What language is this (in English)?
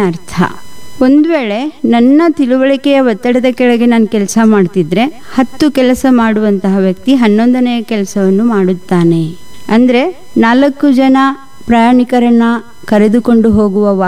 Kannada